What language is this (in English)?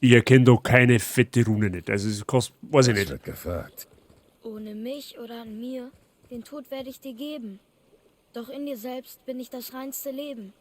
Bavarian